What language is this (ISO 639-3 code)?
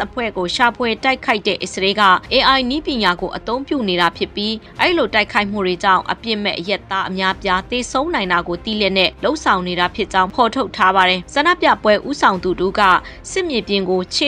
mya